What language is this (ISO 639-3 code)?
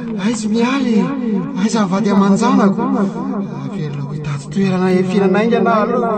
mlg